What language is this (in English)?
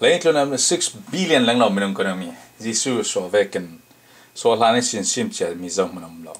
Falam Chin